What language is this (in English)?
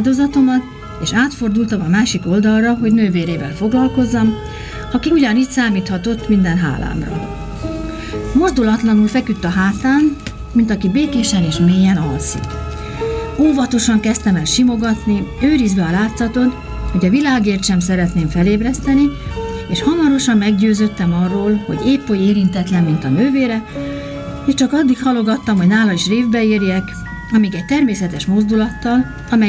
Hungarian